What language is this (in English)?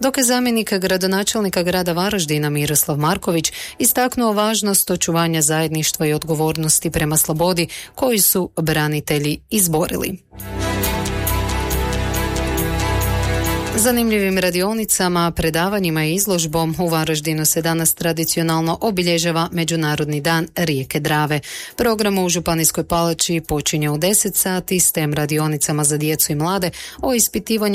Croatian